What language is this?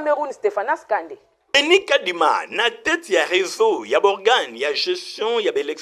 Lingala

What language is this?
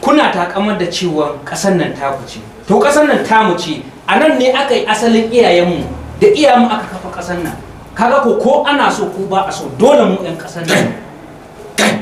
Hausa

